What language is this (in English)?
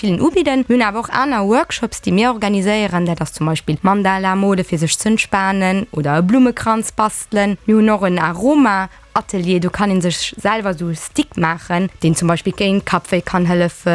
Luxembourgish